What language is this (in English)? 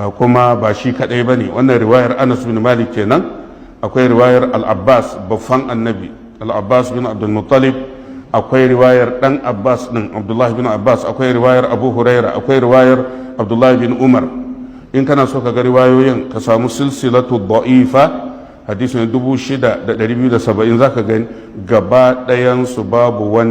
Hausa